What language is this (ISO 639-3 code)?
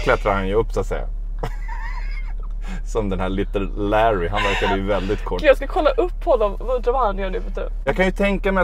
swe